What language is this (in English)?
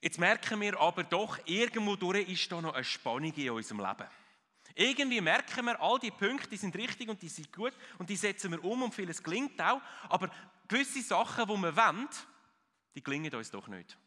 Swiss German